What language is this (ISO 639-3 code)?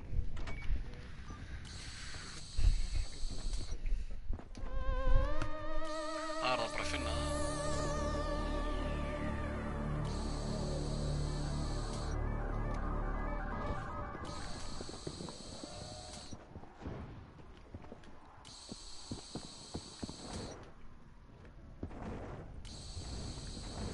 isl